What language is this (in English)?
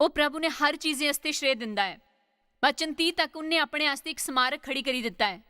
Dogri